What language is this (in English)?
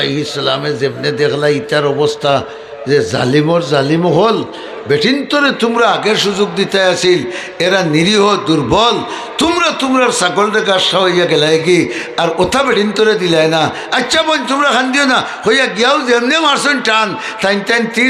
Sylheti